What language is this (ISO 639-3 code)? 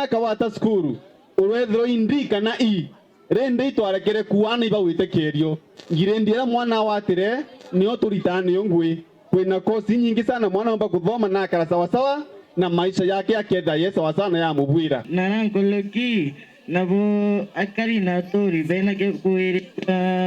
mer